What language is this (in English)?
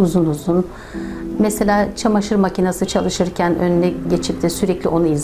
Turkish